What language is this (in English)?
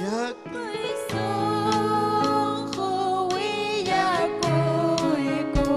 Ayacucho Quechua